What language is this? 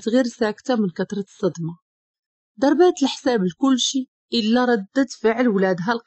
Moroccan Arabic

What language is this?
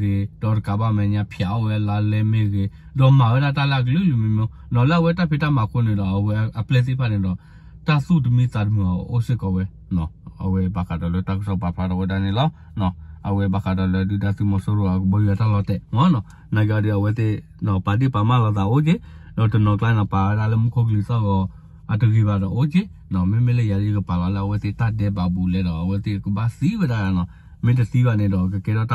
S'gaw Karen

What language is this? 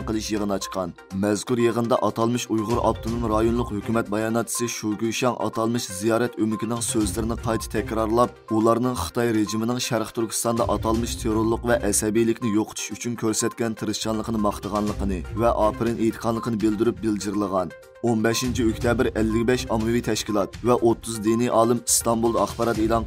Uyghur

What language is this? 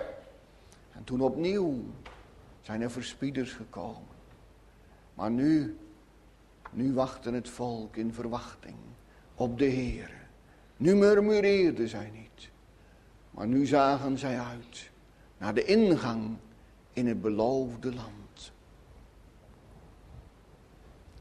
Dutch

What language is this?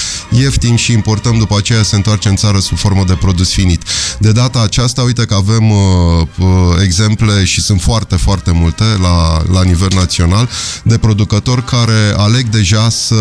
Romanian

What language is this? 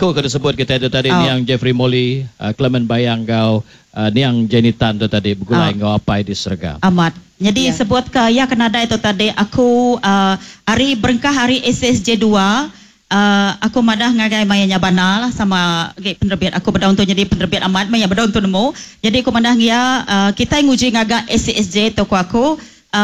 Iban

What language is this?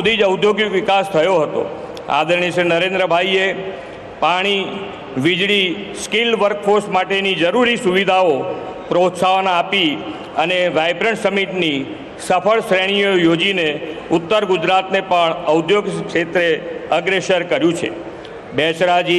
Gujarati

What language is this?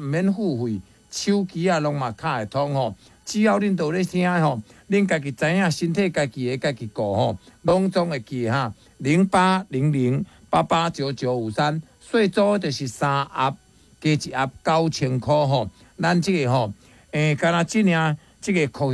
Min Nan Chinese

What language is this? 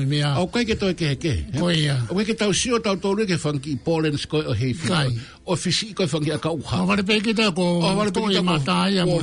Tongan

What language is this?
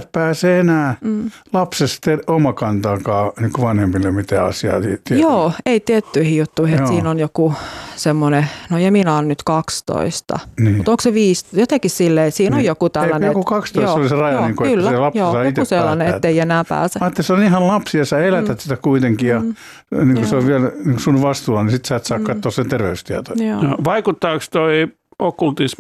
Finnish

